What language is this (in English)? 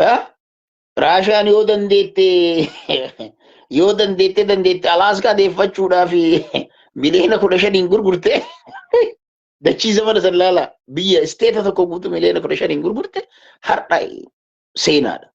Oromo